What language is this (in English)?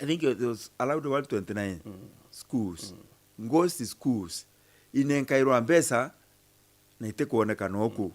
Meru